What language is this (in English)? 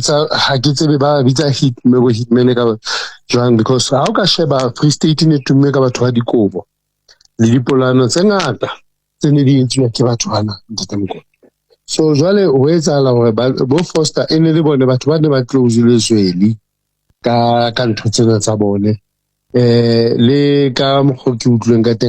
Southern Sotho